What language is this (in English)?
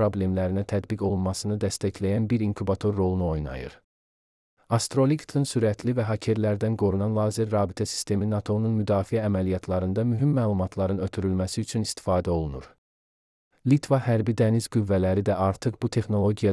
Azerbaijani